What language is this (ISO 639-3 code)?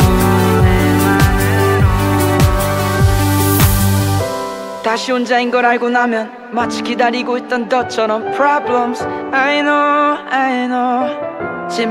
kor